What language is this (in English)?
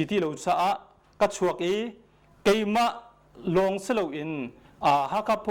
Hakha Chin